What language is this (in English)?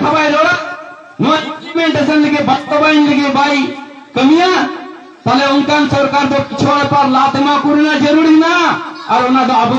Santali